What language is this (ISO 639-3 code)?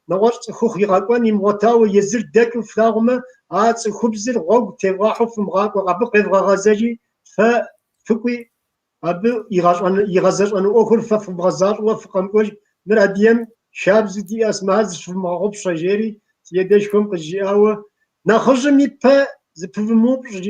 kbd